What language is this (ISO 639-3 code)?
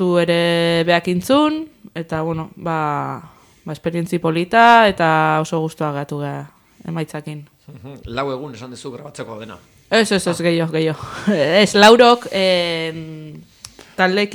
eus